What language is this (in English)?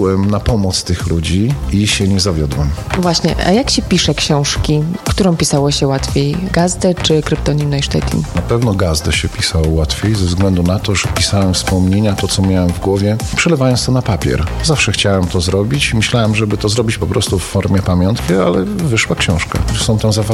Polish